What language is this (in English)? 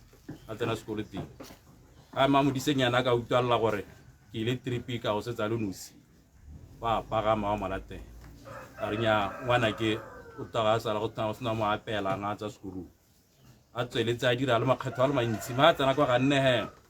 Tswana